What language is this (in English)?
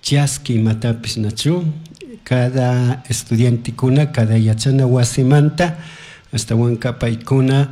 Chimborazo Highland Quichua